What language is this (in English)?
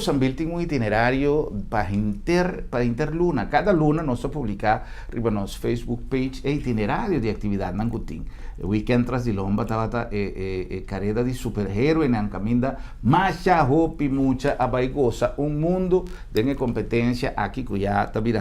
Papiamento